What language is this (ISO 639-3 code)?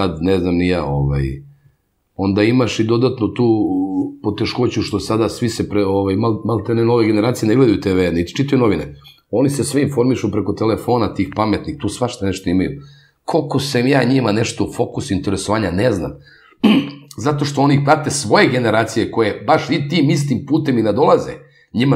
srp